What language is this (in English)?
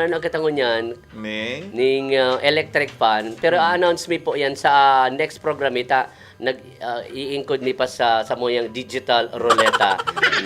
Bikol